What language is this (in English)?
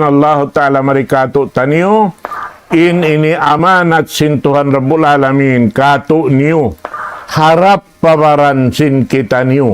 Tausug